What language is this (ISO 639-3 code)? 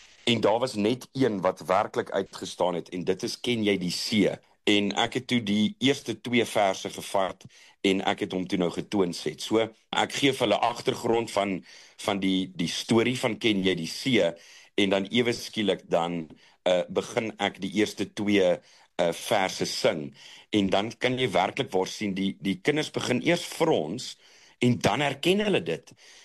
afr